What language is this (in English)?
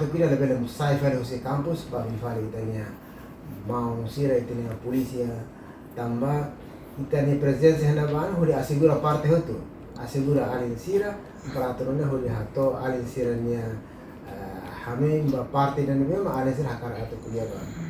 Tetum